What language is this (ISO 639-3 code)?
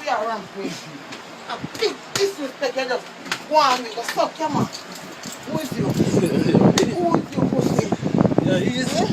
jam